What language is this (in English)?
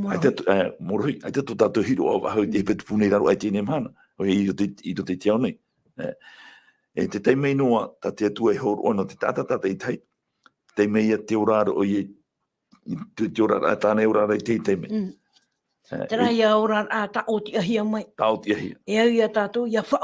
Tahitian